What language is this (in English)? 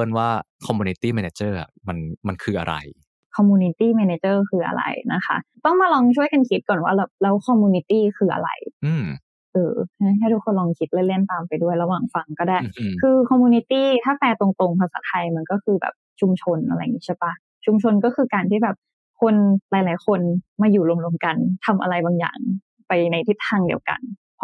Thai